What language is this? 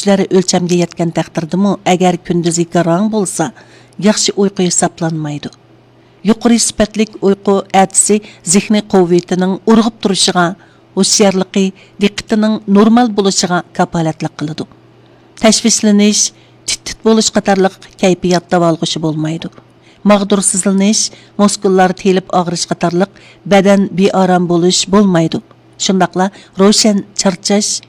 Uyghur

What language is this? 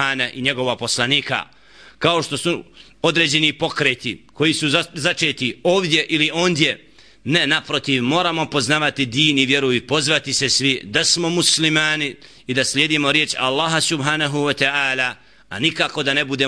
Bosnian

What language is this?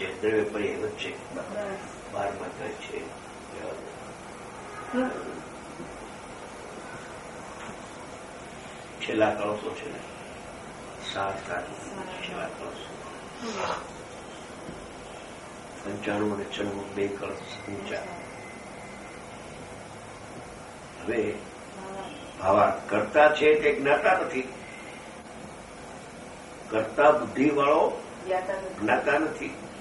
Gujarati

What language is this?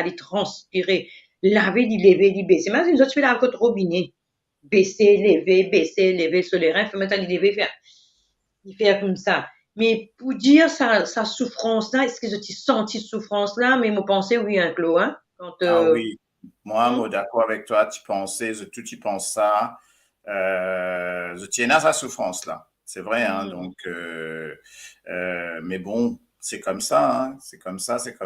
Morisyen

